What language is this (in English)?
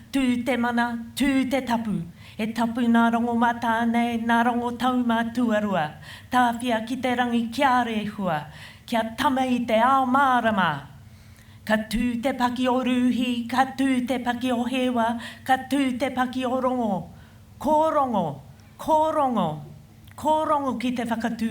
Māori